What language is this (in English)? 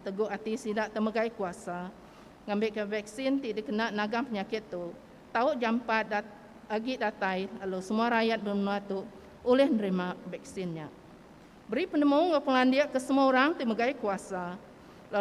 Iban